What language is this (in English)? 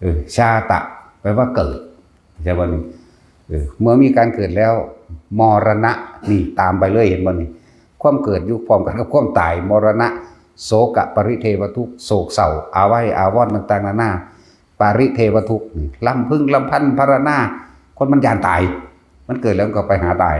Northeastern Thai